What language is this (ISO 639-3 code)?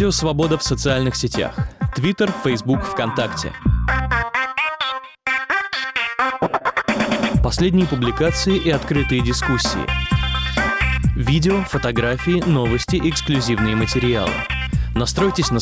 rus